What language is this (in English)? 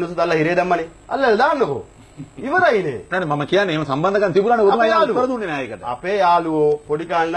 Sinhala